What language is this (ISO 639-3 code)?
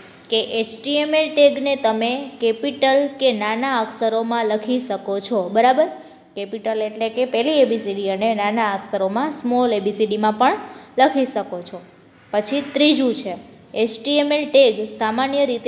guj